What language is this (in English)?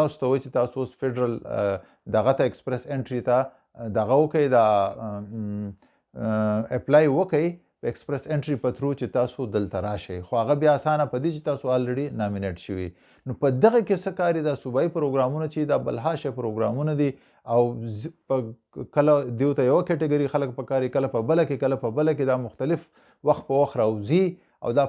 Pashto